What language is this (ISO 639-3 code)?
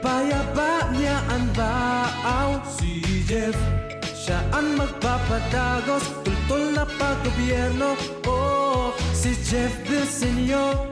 bik